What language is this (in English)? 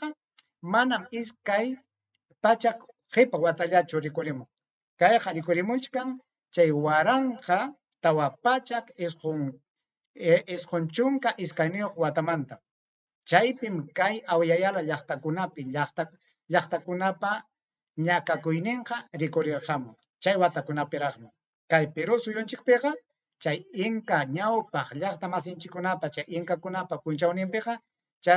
Ayacucho Quechua